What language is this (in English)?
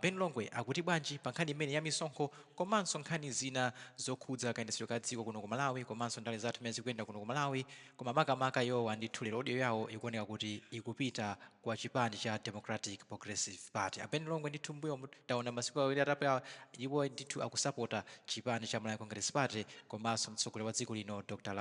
Nyanja